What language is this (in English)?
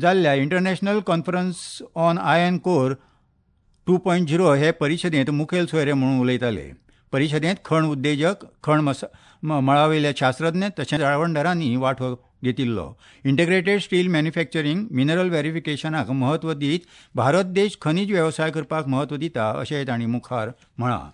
Konkani